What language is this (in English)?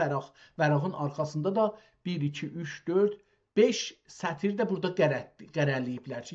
South Azerbaijani